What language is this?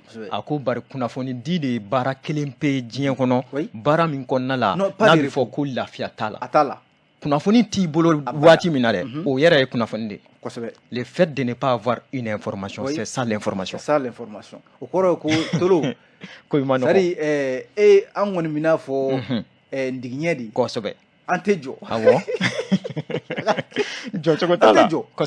Bambara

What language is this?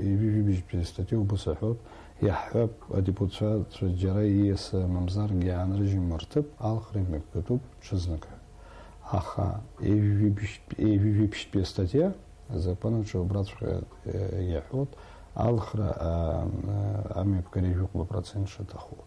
Abkhazian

